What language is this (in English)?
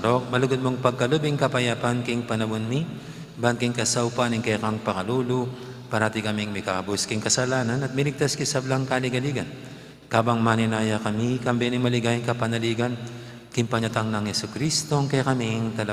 Pampanga